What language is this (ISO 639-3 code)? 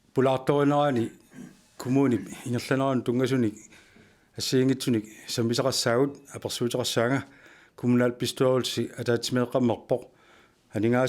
kal